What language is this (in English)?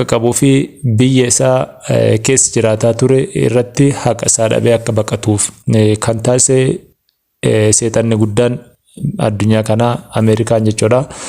Oromo